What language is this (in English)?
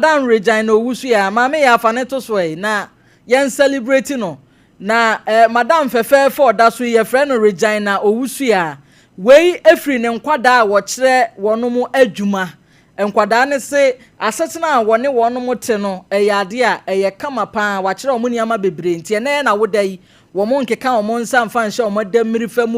Akan